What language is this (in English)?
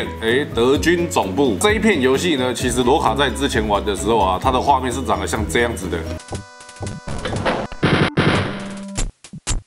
Chinese